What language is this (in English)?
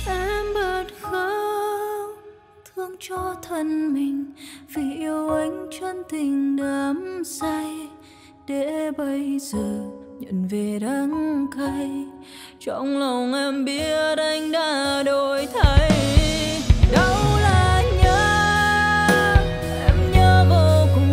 Vietnamese